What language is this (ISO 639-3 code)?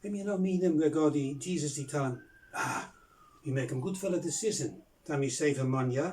bis